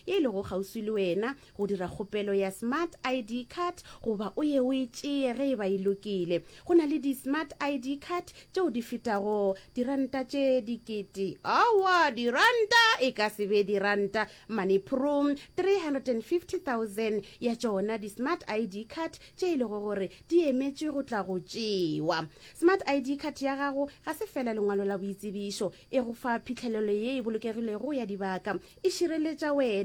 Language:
Northern Sotho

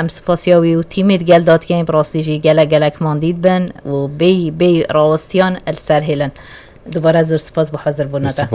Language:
Kurdish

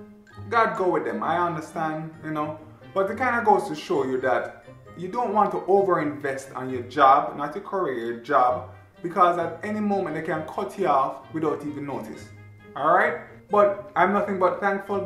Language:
Jamaican Creole English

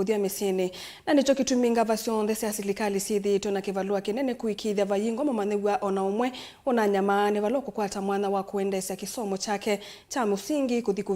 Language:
Kamba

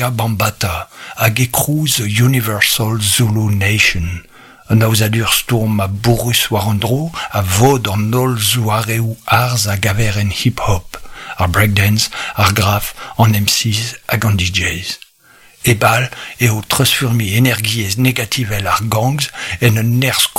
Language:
Breton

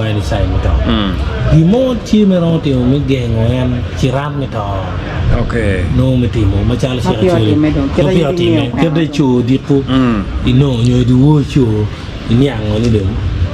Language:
Acoli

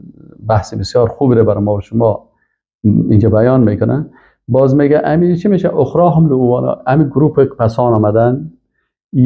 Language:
Persian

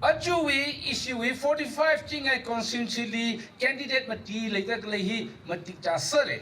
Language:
Tangkhul Naga (India)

